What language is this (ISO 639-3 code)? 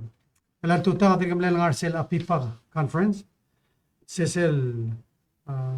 pau